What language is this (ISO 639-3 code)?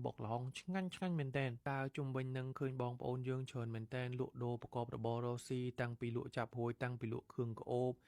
khm